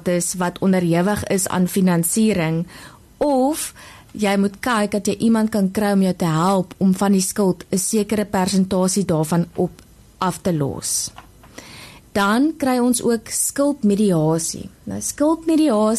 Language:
Afrikaans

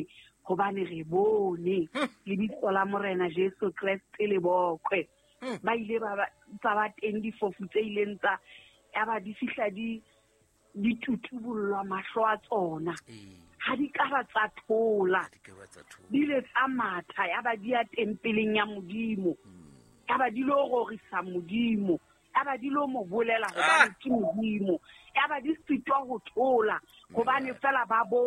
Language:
Southern Sotho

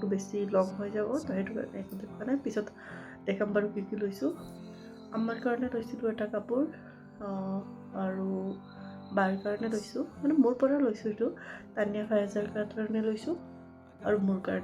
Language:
Assamese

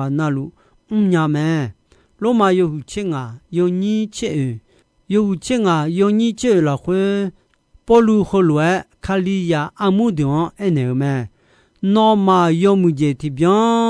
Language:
Akha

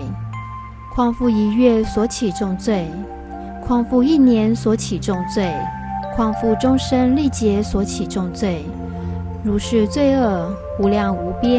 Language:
Chinese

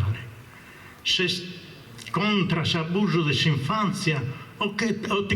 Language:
Sardinian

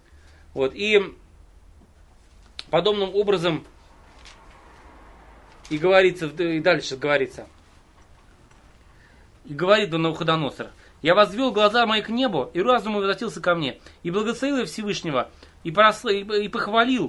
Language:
Russian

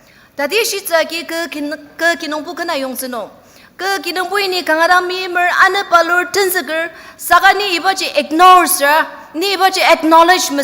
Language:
Ao Naga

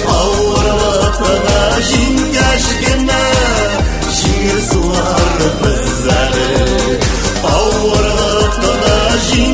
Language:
Tatar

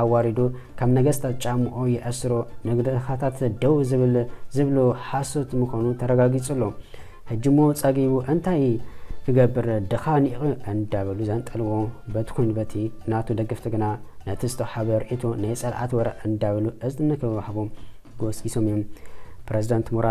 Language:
Tigrinya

